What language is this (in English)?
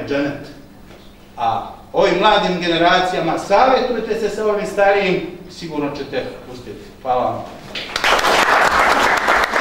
Bosnian